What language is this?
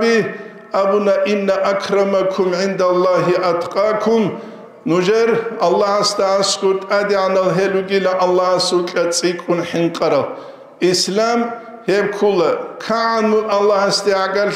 Avaric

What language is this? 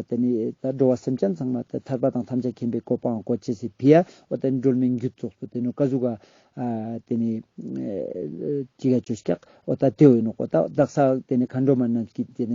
Ladakhi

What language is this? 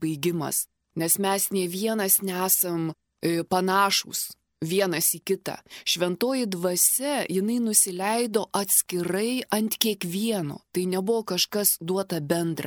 Lithuanian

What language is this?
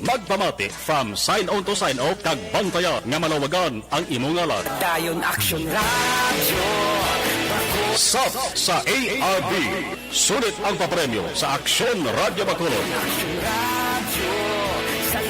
Hiligaynon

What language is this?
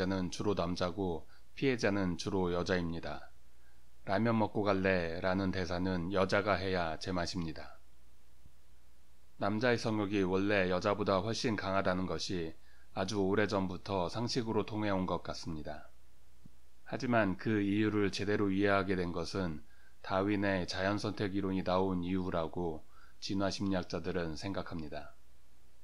Korean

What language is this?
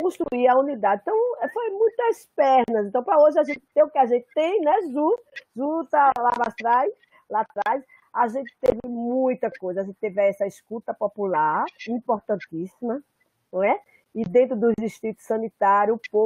Portuguese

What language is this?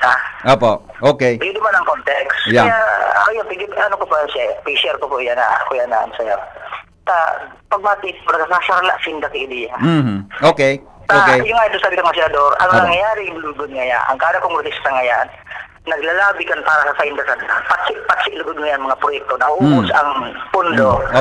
Bikol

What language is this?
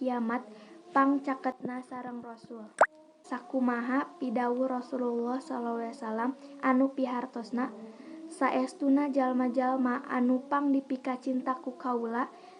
Sundanese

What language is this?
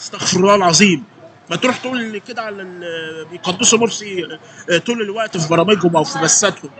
Egyptian Arabic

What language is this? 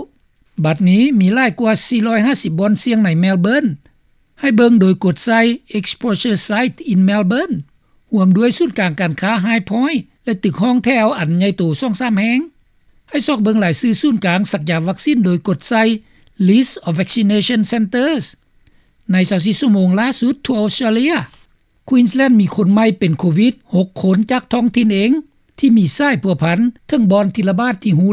Lao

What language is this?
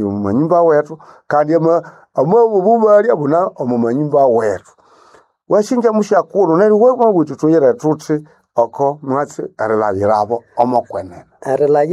Nande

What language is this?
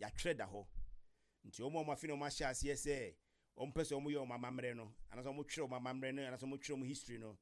Akan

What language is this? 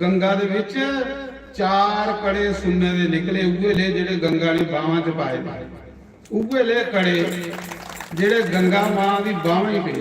Dogri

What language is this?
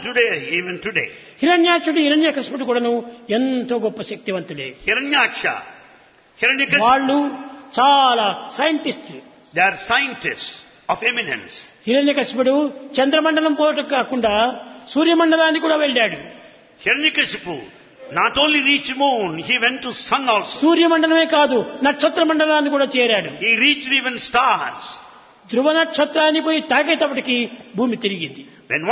Telugu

